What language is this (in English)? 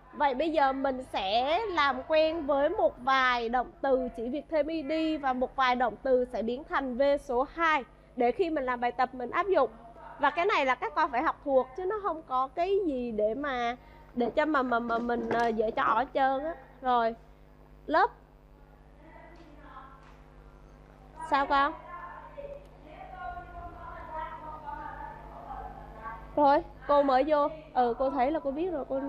Vietnamese